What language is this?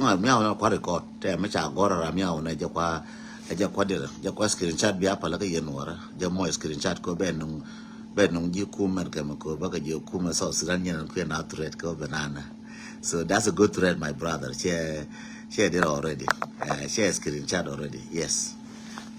Nuer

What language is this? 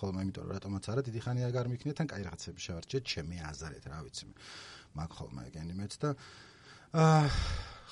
Georgian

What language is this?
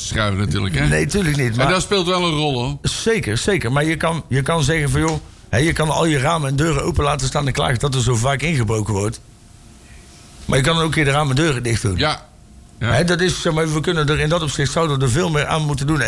Dutch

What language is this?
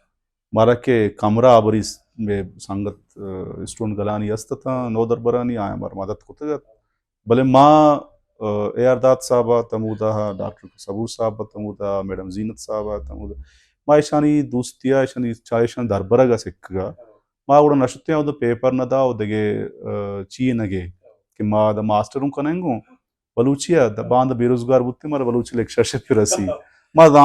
Baluchi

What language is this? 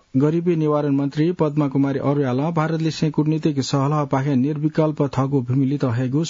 Newari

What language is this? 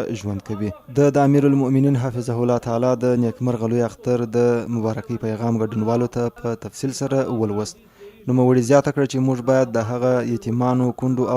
Pashto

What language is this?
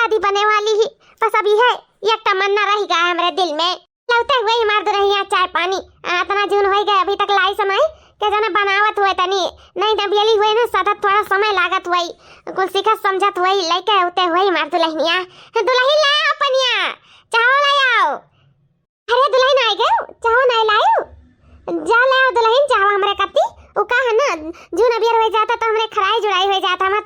Awadhi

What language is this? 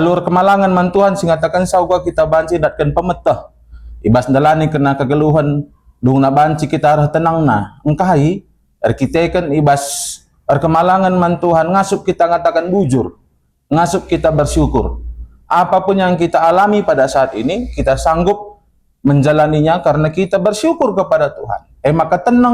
Batak Karo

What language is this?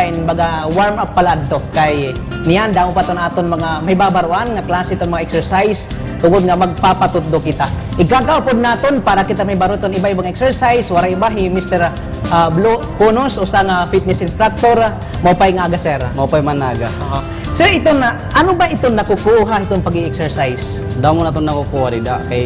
Waray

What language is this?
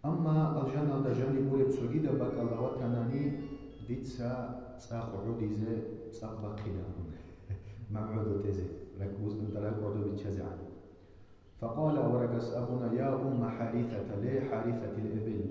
Avaric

